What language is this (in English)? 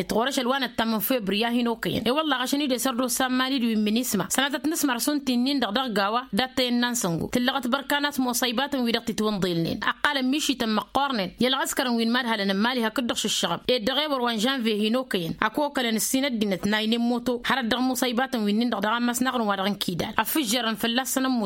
Tamasheq